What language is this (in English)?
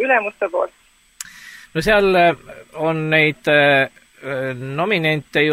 Estonian